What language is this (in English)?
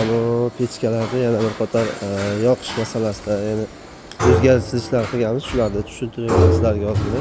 Uzbek